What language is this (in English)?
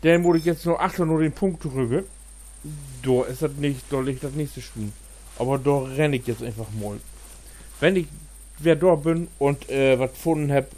Low German